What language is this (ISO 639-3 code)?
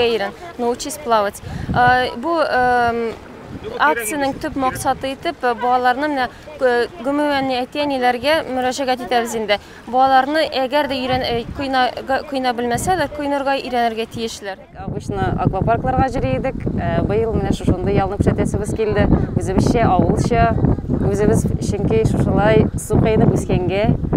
tat